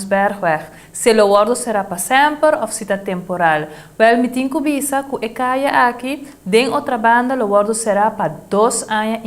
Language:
Papiamento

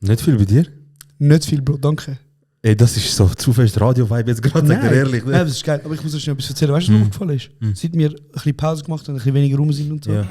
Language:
Swiss German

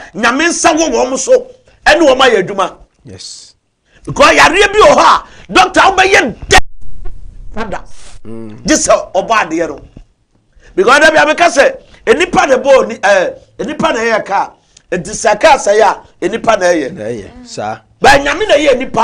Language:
Akan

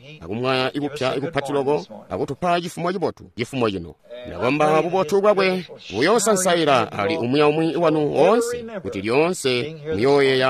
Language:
Tonga (Zambia)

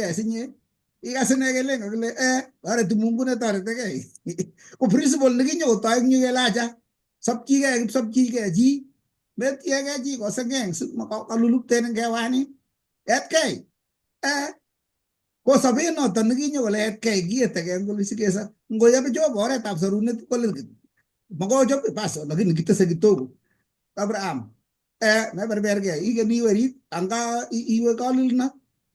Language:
Kalenjin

